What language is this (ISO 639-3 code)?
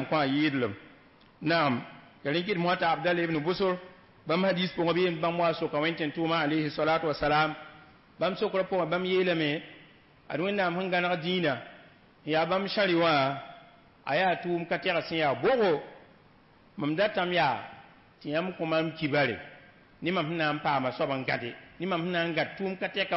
mos